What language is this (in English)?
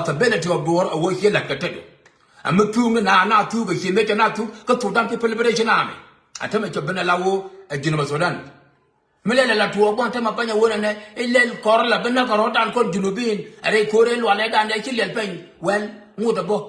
Nuer